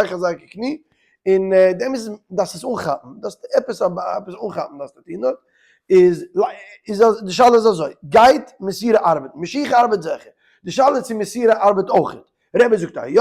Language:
Yiddish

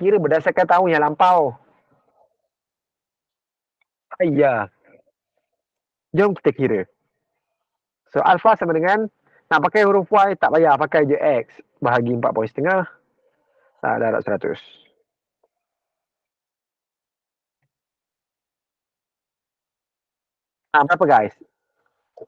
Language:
Malay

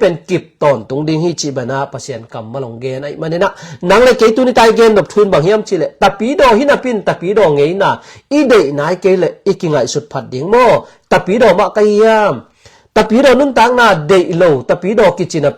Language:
Tedim Chin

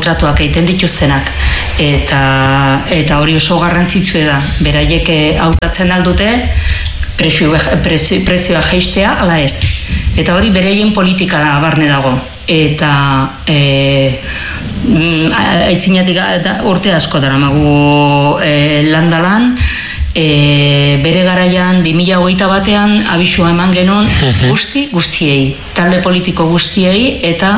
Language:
Basque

